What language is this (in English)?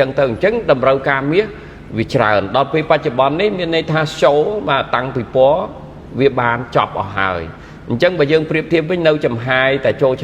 Khmer